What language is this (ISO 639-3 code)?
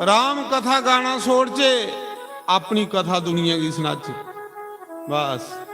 doi